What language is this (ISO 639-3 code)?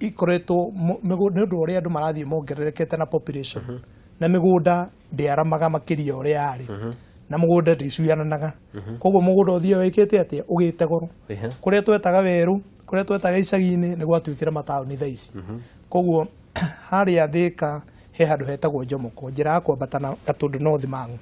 kik